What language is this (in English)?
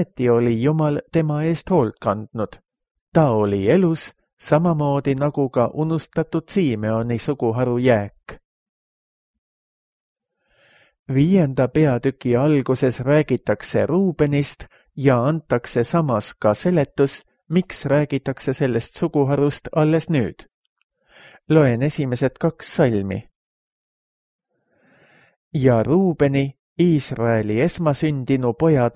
Estonian